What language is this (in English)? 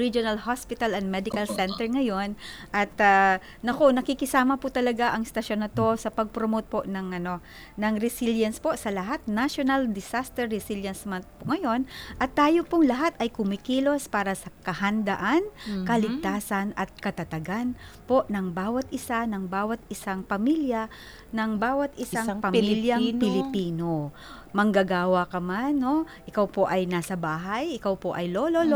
Filipino